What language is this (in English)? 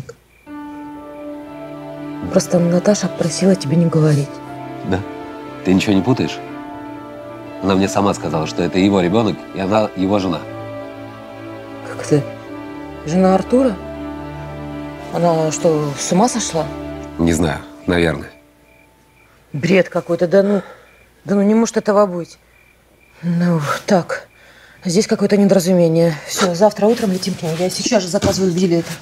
Russian